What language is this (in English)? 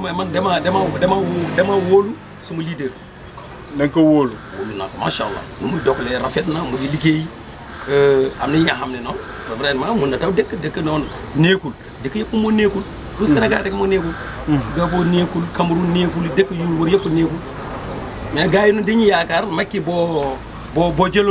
Wolof